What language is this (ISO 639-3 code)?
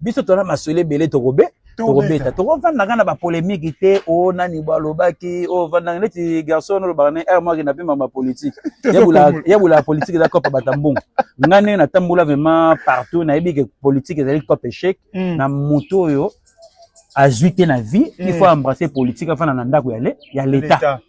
lin